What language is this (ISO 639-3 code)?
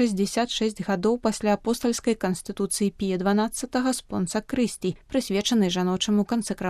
bel